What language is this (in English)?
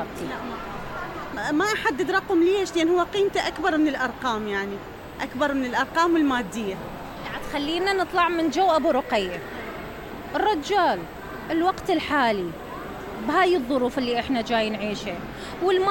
Mesopotamian Arabic